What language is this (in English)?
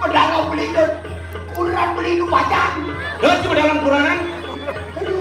Balinese